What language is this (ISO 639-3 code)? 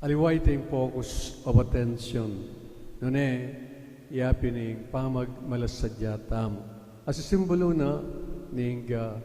pam